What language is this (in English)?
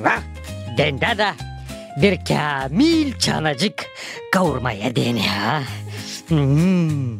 Gagauz